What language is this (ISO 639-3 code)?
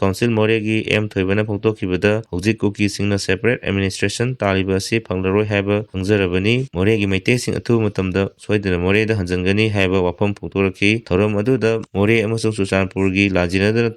mni